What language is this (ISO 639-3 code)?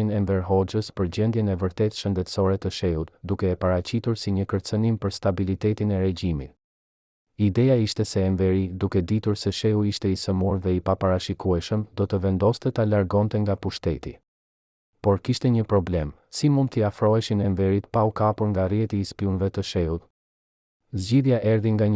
sqi